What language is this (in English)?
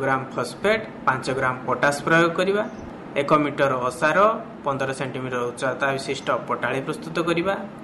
Odia